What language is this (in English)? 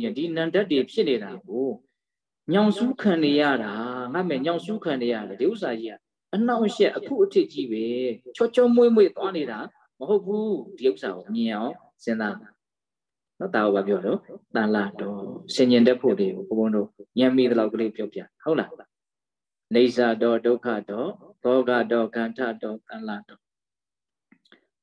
Burmese